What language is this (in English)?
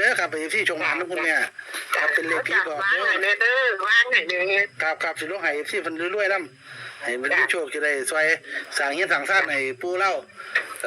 Northeastern Thai